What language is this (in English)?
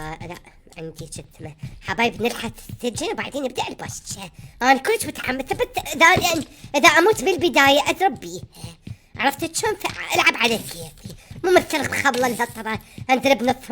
Mesopotamian Arabic